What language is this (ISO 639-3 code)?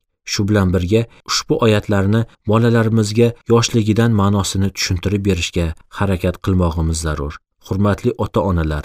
uzb